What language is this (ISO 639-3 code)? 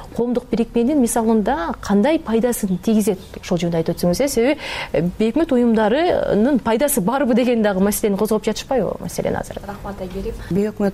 kir